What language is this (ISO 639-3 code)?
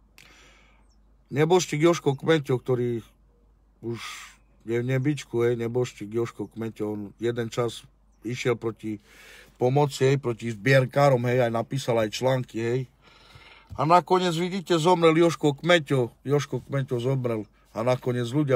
slk